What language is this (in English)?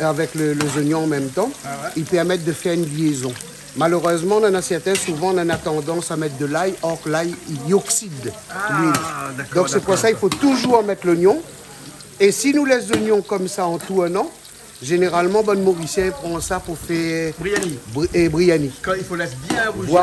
Réunion Creole French